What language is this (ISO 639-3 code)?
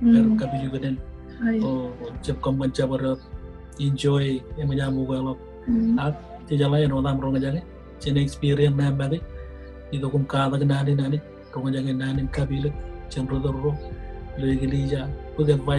mah